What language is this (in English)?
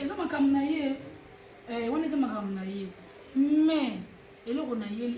Lingala